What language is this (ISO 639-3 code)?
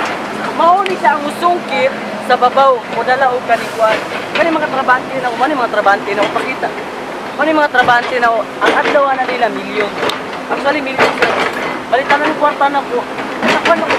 ceb